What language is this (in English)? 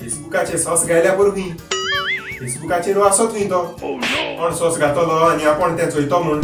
Konkani